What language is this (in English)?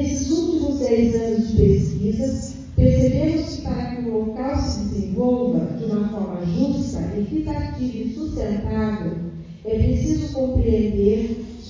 Portuguese